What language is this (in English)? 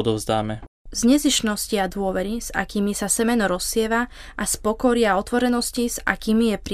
Slovak